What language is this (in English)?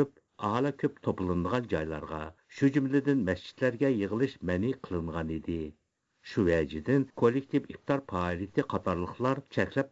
Uyghur